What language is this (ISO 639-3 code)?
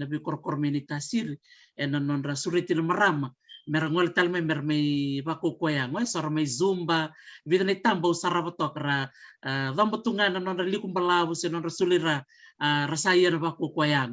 fij